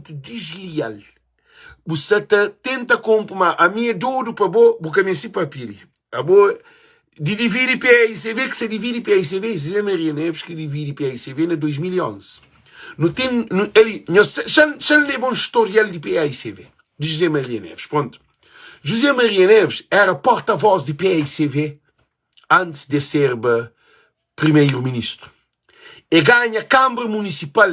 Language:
Kabuverdianu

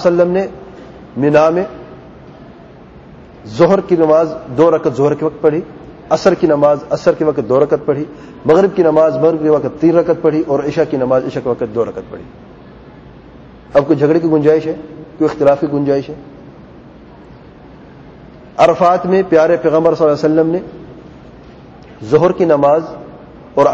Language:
Urdu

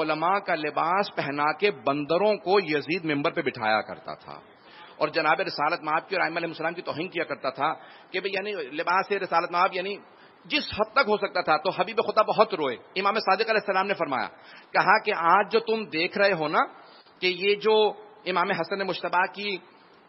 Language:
Urdu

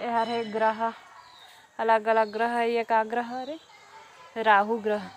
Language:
Chhattisgarhi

